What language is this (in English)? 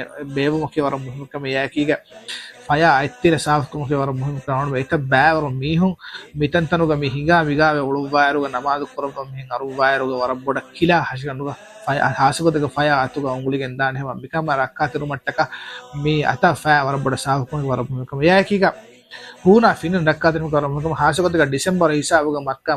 Divehi